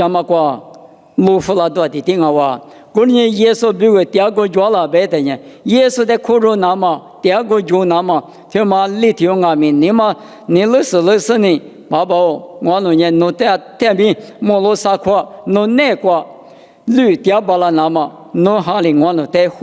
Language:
Lisu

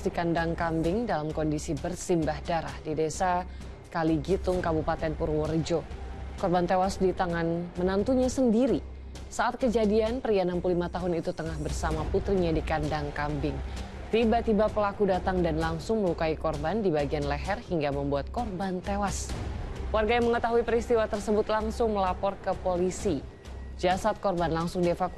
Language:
Indonesian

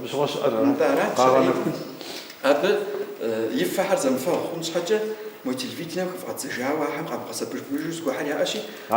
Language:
Kabardian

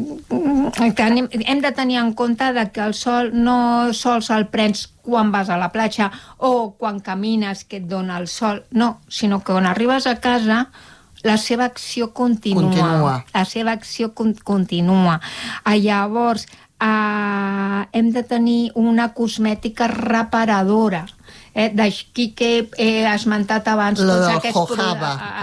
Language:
Catalan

